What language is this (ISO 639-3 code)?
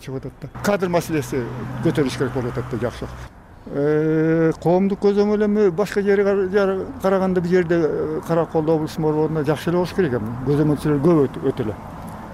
kir